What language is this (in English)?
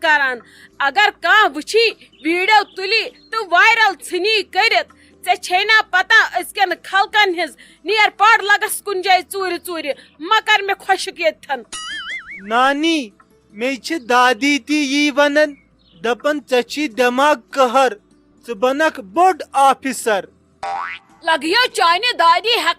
Kashmiri